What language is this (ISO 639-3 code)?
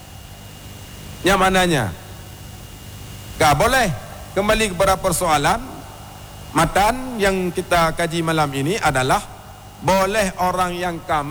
msa